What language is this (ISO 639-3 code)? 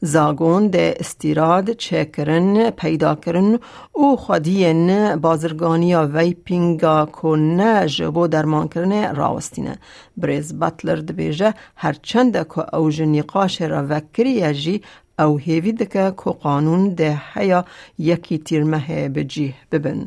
kur